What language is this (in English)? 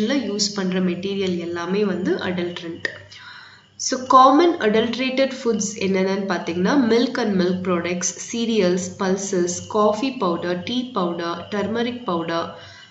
Tamil